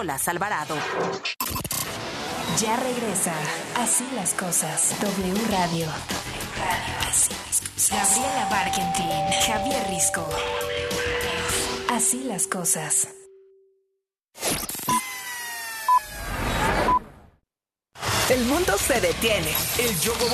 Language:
Spanish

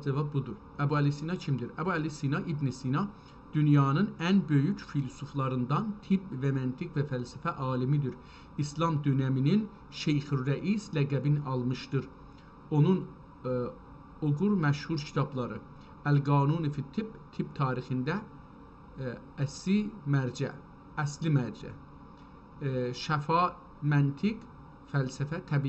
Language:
South Azerbaijani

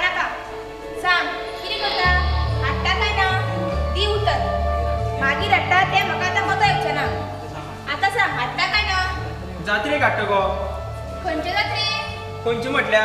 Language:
Konkani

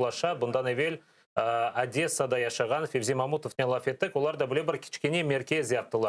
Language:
Crimean Tatar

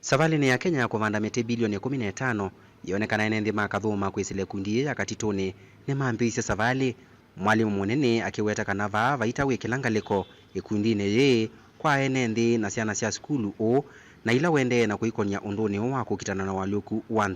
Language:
Kamba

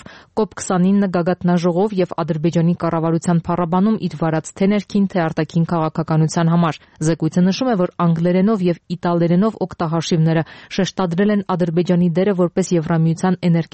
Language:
Armenian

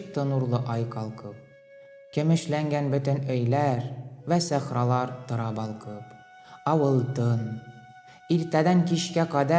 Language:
Tatar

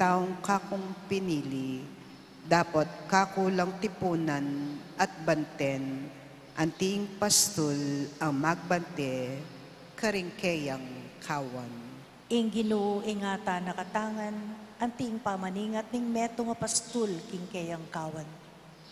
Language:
Pampanga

